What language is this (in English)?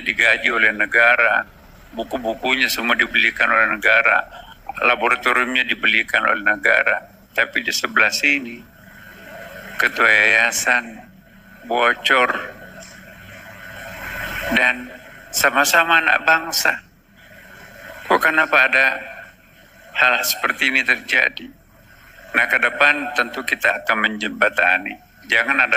Indonesian